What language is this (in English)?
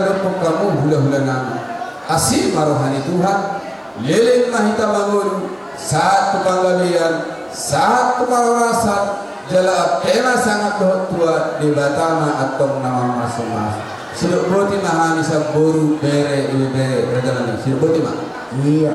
Batak Toba